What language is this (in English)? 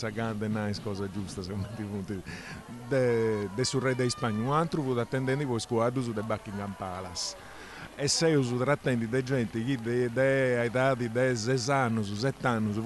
Sardinian